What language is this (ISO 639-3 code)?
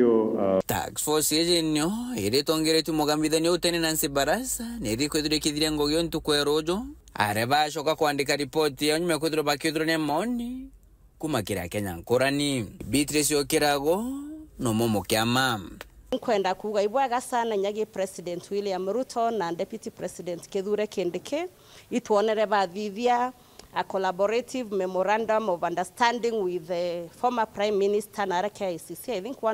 mer